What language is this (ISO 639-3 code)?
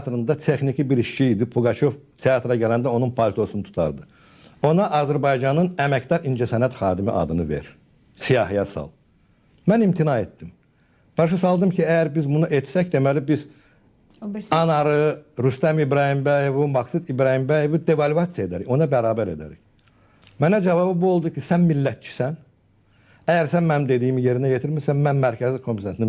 aze